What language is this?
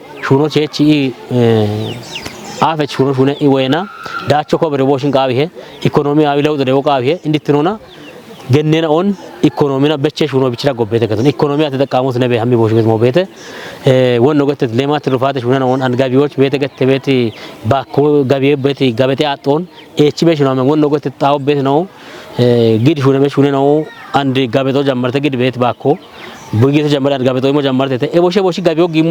Kafa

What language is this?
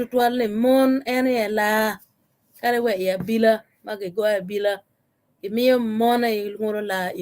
Acoli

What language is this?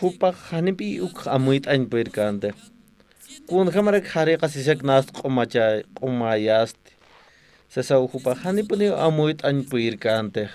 Aymara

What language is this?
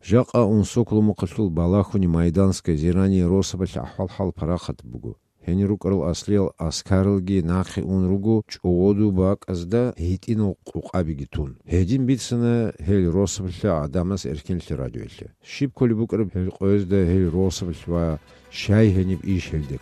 Avaric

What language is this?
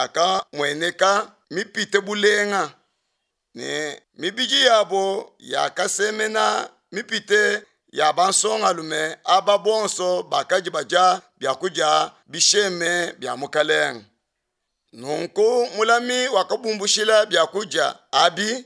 Luba-Lulua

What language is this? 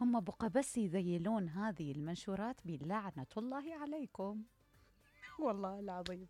Mesopotamian Arabic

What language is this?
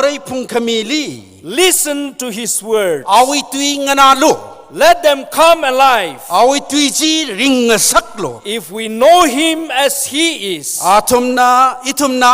Tangkhul Naga (India)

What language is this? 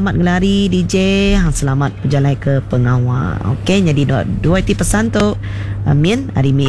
Iban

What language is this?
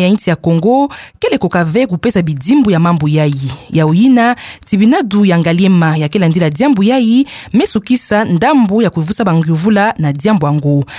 Kituba (Democratic Republic of Congo)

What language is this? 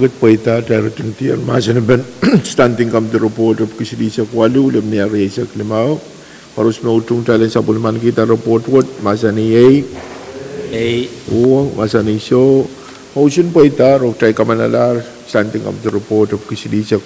Pohnpeian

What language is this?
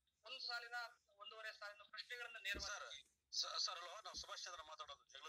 Kannada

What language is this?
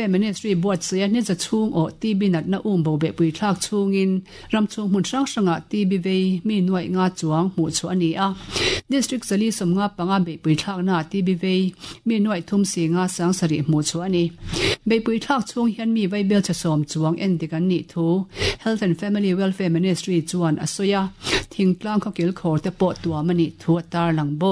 Mizo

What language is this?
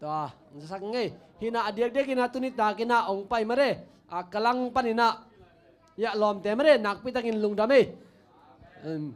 Tedim Chin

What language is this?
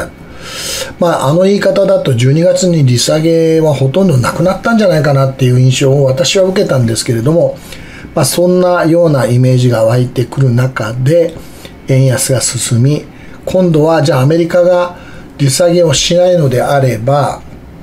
Japanese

